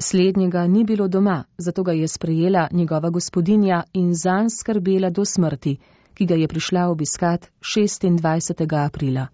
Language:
Slovenian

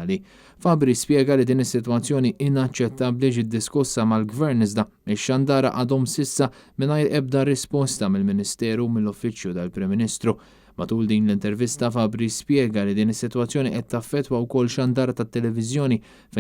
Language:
Maltese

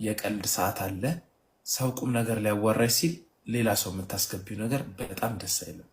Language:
Amharic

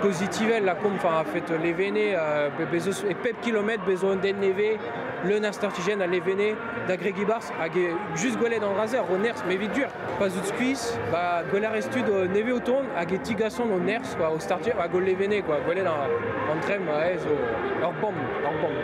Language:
Breton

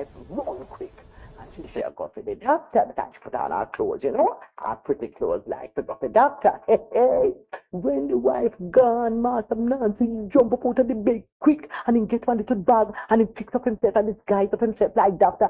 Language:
Jamaican Creole English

